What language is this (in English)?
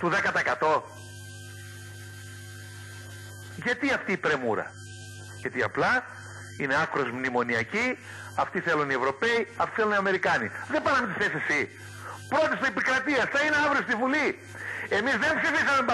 Greek